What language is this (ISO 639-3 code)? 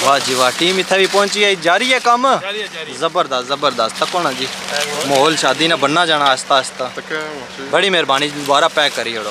phr